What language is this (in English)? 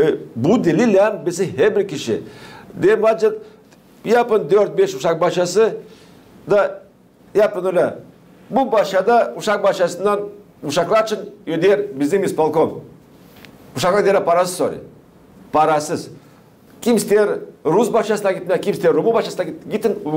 Gagauz